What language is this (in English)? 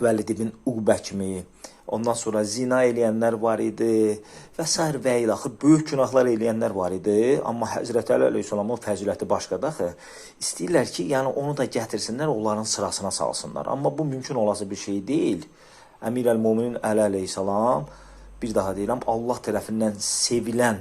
Azerbaijani